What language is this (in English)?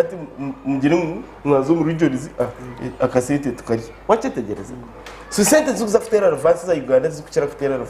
Nyankole